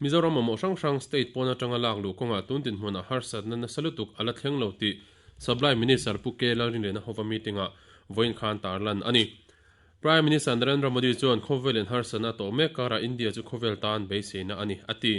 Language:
Mizo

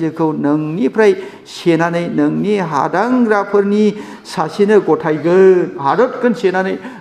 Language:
Bodo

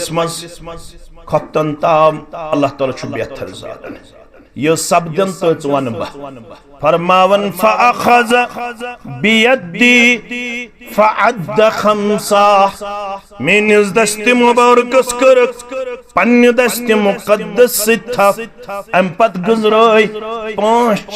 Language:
Kashmiri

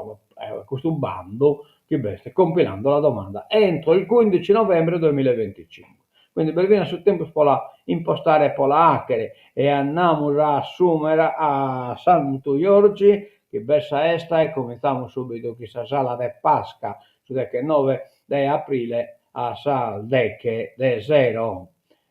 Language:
Sardinian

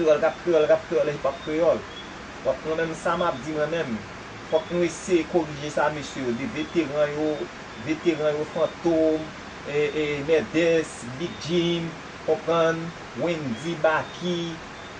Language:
Haitian Creole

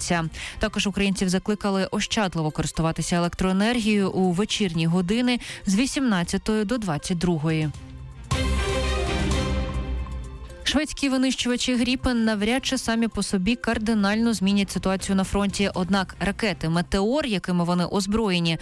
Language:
Ukrainian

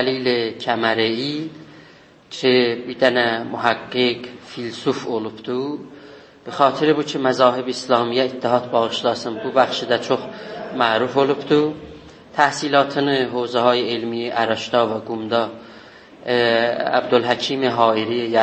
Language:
South Azerbaijani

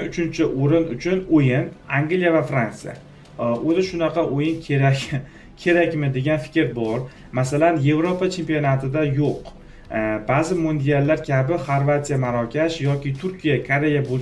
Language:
Uzbek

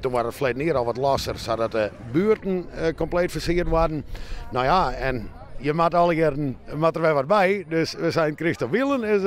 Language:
Western Frisian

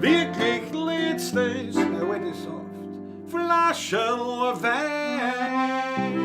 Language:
Bavarian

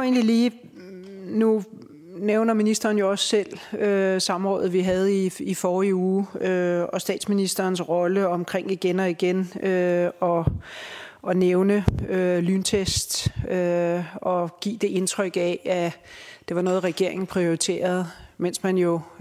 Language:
Danish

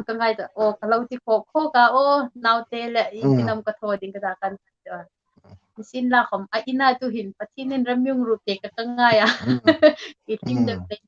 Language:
Hmar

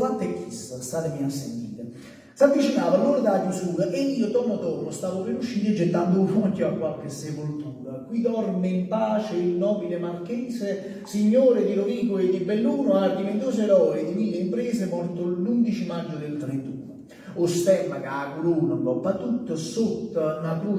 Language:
Neapolitan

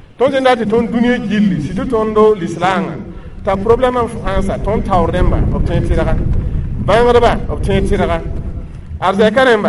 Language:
Mossi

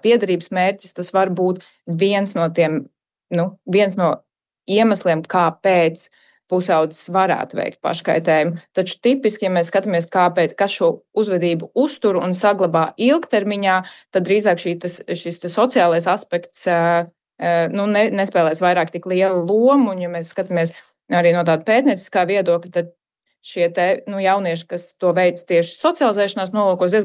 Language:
Latvian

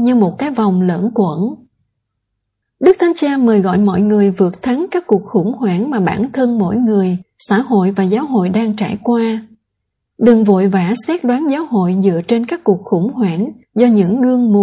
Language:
Vietnamese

